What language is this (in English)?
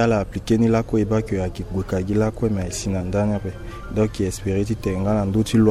Sango